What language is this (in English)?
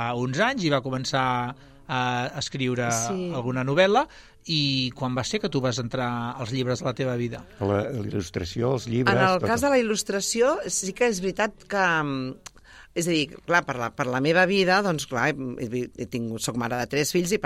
Catalan